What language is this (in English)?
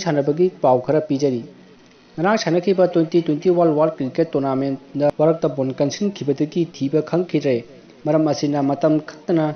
Manipuri